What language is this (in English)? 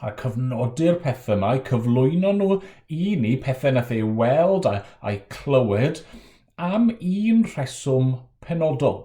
Welsh